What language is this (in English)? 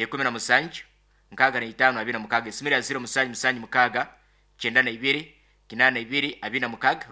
Nyoro